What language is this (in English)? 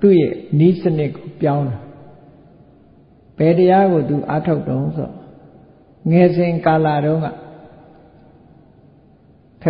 Burmese